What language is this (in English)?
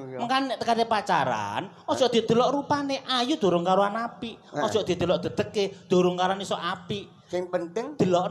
Javanese